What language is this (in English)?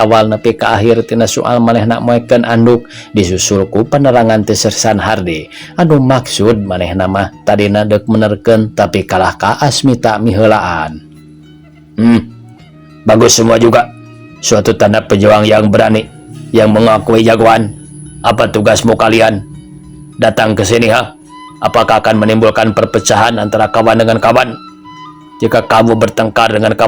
Sundanese